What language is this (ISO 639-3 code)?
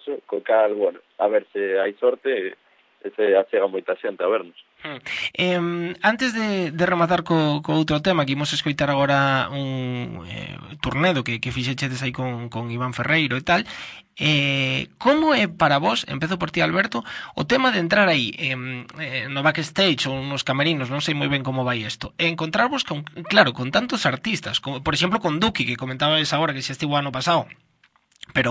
glg